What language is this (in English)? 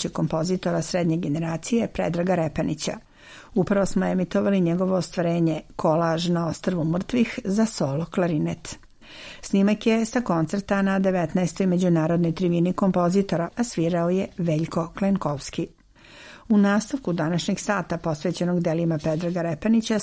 Serbian